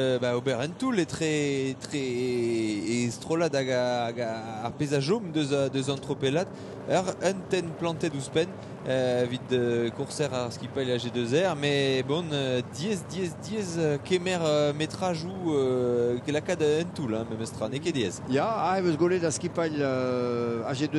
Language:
Breton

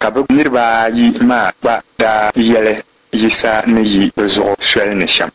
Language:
Dagbani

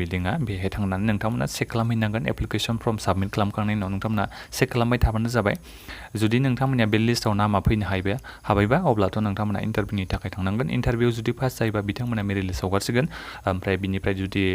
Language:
Bodo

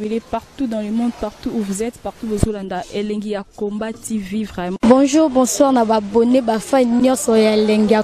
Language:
Lingala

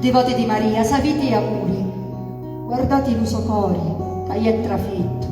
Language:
Sicilian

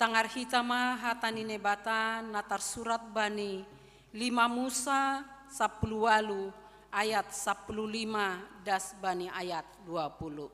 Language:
Batak Simalungun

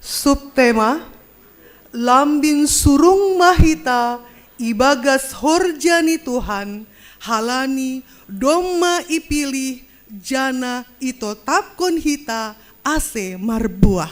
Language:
Batak Simalungun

